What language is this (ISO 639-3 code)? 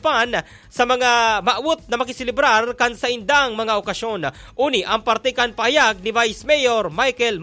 bik